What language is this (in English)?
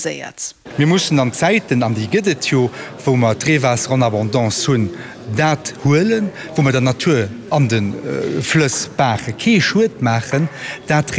Luxembourgish